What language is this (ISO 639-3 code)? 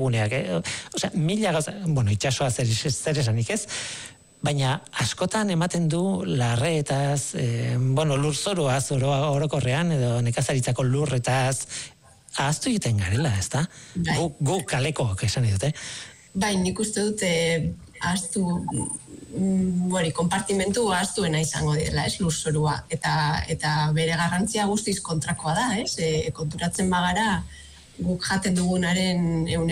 eus